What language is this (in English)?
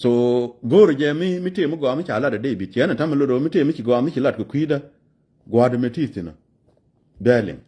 Nuer